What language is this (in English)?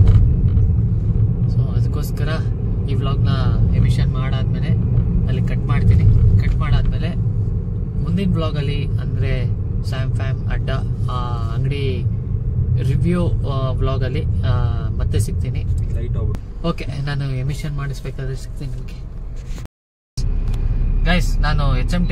Kannada